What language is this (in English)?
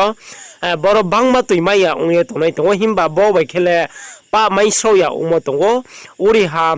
Riang (India)